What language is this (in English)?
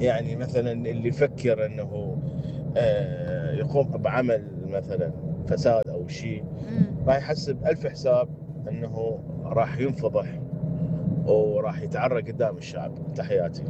Mesopotamian Arabic